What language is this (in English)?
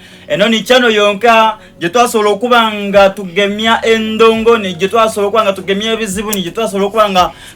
Soga